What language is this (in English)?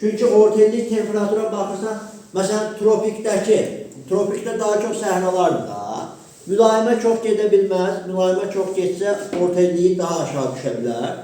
Azerbaijani